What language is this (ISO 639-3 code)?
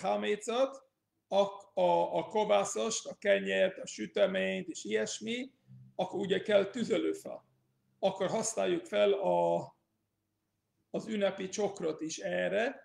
hun